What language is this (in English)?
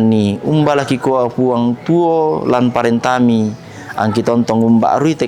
Toraja-Sa'dan